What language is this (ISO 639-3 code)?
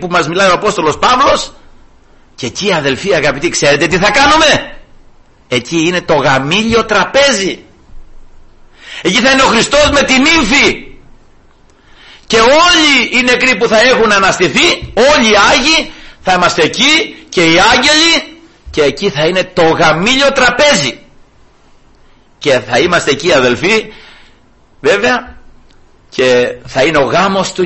ell